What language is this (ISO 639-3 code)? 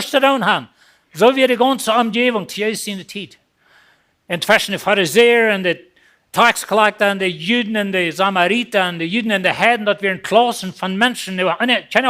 pdt